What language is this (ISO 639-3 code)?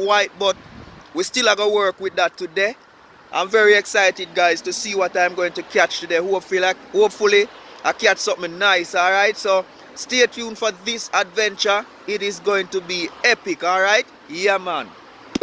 jam